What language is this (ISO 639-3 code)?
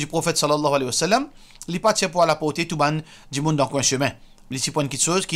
mfe